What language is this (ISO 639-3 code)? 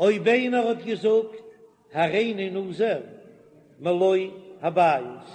yid